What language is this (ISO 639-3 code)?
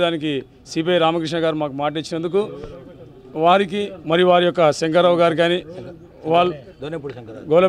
tel